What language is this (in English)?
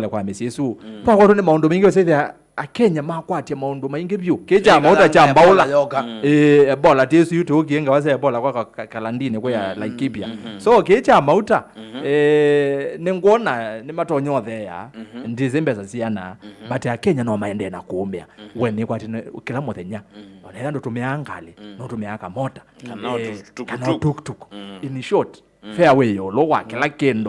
Kamba